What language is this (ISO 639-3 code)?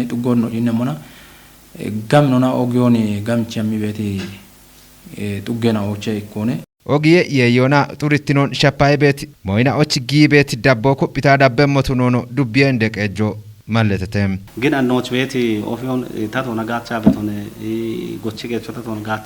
kbr